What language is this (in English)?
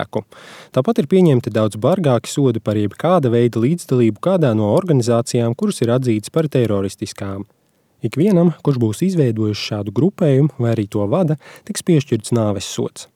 Latvian